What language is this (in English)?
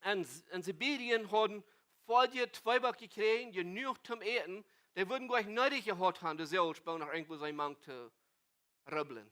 Plautdietsch